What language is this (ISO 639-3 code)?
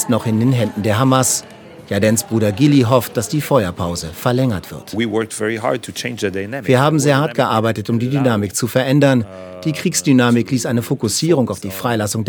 deu